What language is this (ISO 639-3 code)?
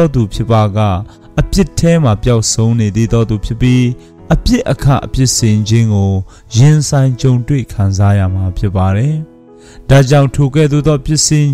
mya